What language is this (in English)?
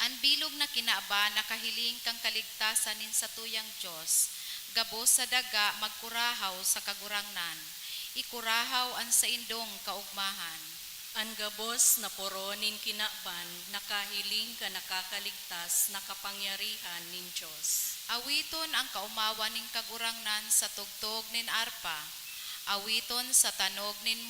Bikol